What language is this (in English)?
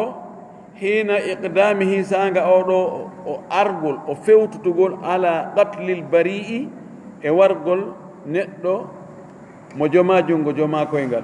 Fula